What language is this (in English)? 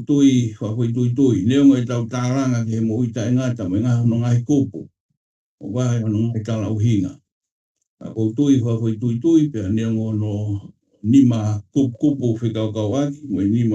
Tongan